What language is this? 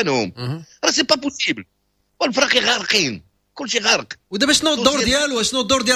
Moroccan Arabic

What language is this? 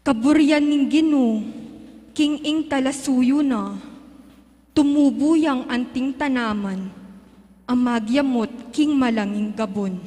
Pampanga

